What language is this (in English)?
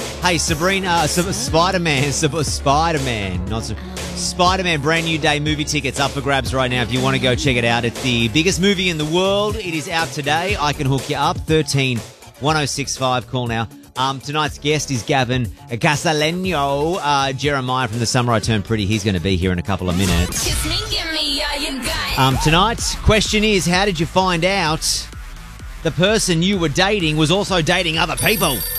English